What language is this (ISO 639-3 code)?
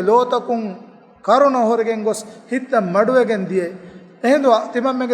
div